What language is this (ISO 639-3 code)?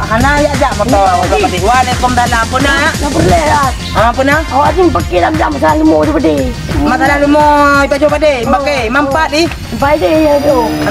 ace